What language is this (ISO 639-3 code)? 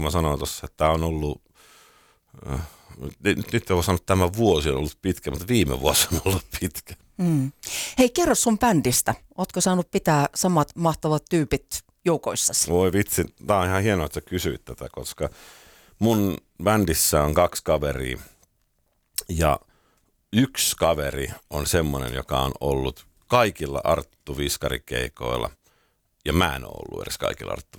fin